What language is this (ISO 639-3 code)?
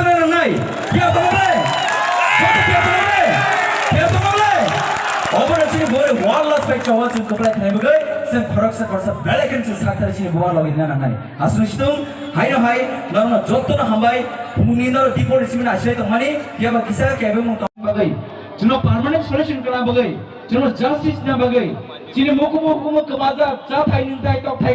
trp